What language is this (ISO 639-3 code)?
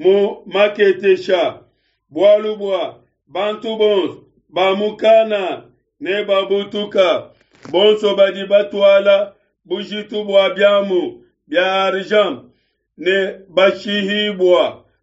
lua